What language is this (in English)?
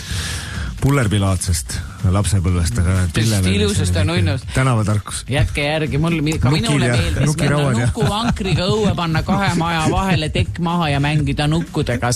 Estonian